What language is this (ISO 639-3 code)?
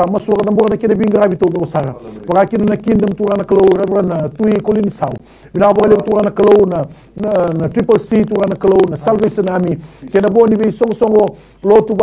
fij